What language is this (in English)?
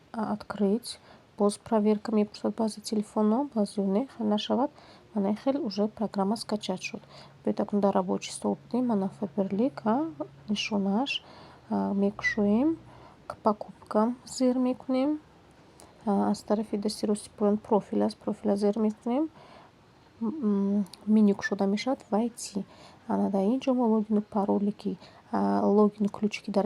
Tajik